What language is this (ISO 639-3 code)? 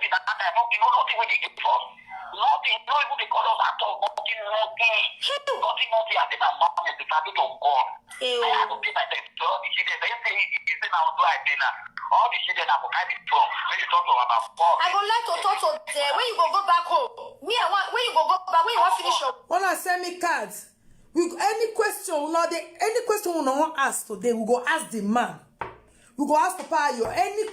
pcm